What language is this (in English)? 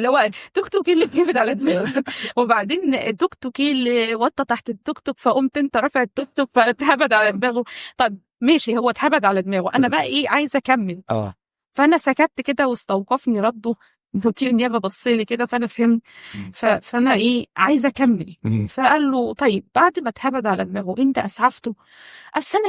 Egyptian Arabic